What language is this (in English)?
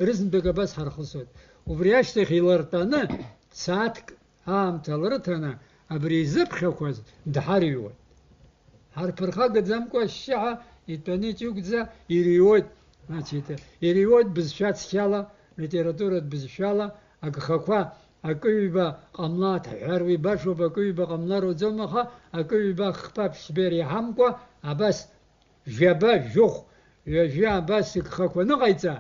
Abkhazian